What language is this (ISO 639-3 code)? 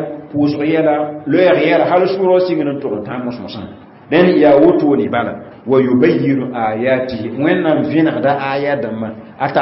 mos